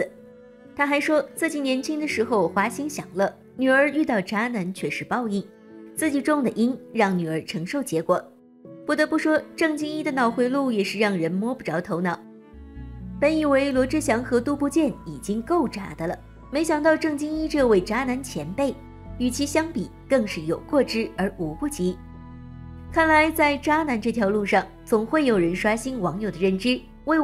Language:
Chinese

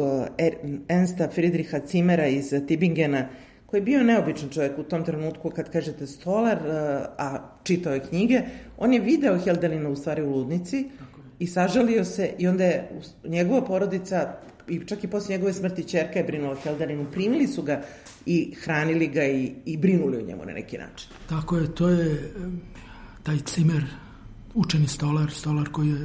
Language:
Serbian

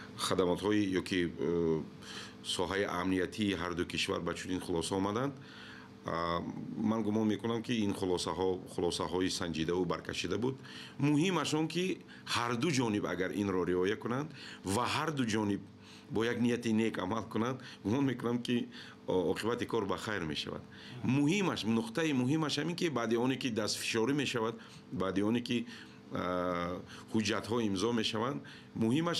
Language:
Tajik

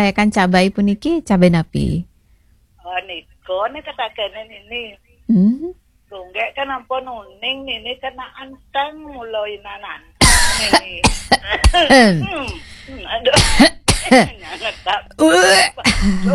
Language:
Balinese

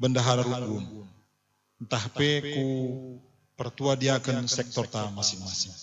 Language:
Batak Karo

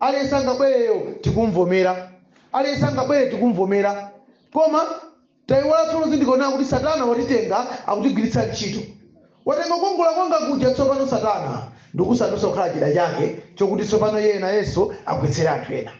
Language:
Nyanja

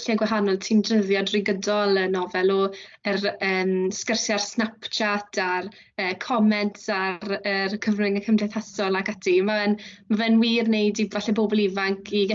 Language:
Welsh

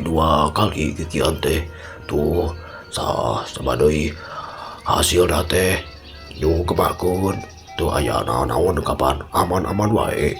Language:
Sundanese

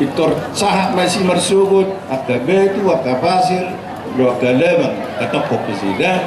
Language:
Batak Toba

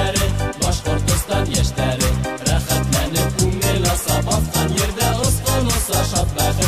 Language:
Bashkir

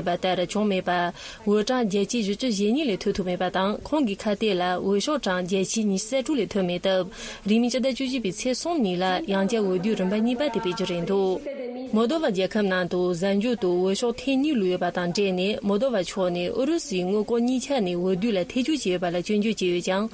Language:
Tibetan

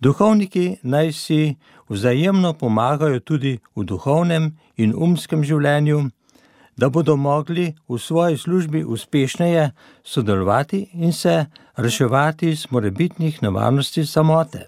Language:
Slovenian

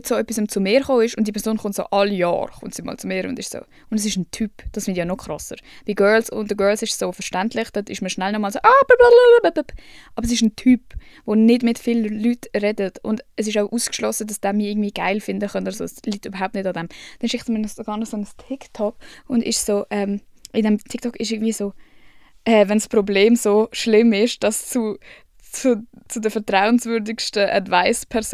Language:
Swiss German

